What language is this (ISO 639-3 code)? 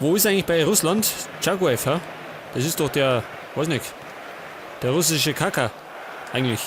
bar